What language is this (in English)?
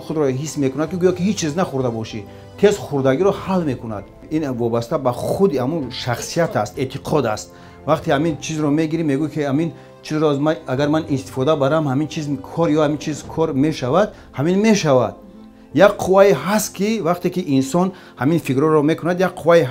Tajik